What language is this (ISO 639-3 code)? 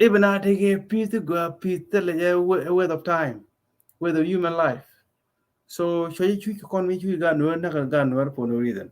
nus